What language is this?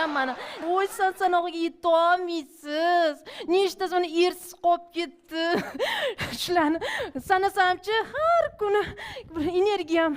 Uzbek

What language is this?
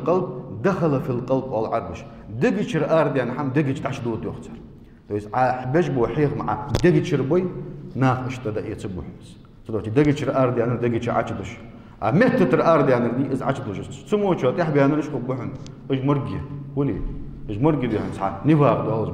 Ingush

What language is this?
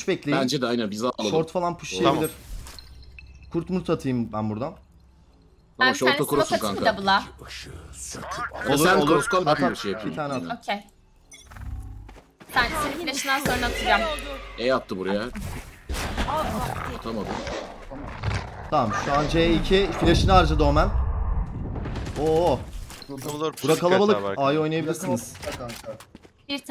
Turkish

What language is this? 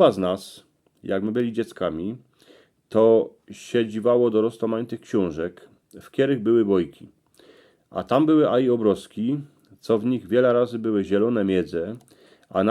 Silesian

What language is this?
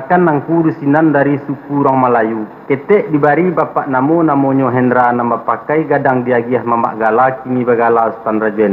Minangkabau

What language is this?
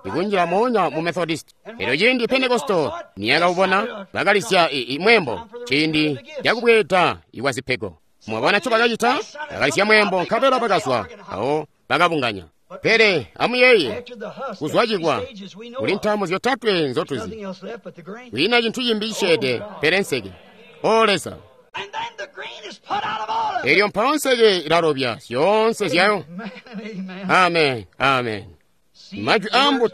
Tonga (Zambia)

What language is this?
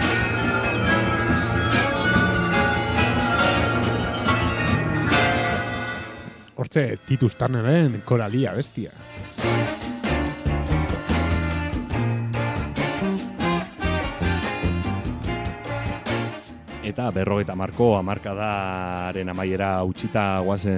Basque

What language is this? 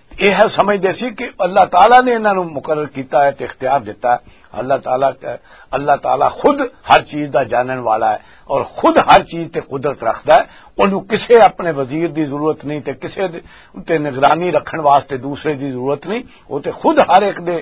Western Panjabi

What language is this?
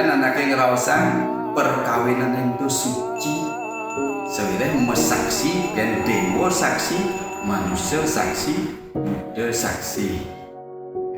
Balinese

